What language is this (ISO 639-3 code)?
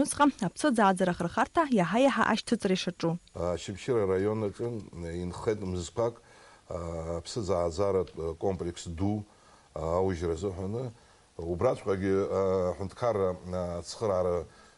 abk